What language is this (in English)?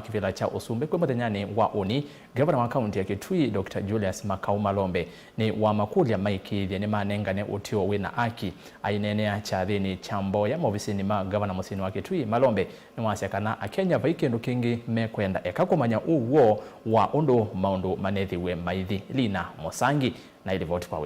Kamba